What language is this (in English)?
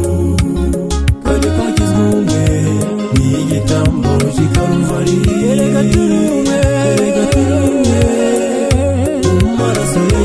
Kinyarwanda